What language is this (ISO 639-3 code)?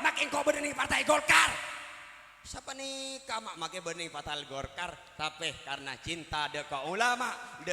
mad